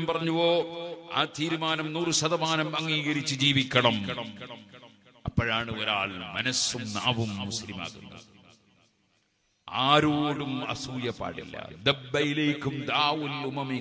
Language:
Malayalam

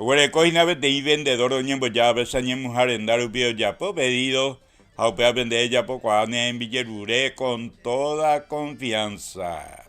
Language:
Guarani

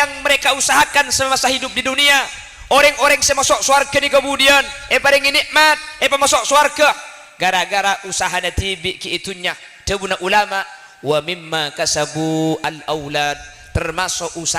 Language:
Madurese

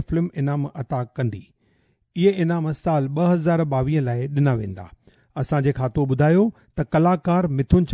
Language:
Sindhi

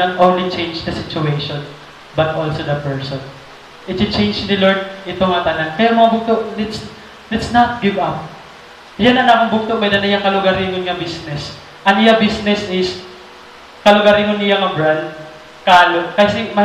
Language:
Waray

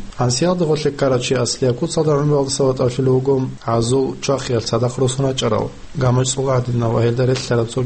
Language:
Avaric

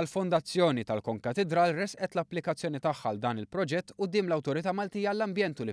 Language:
Maltese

